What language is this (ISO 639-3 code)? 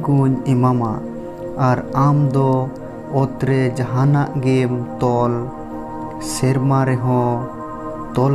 sat